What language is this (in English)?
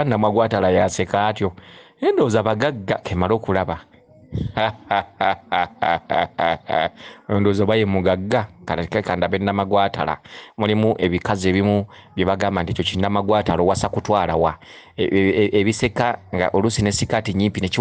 Ganda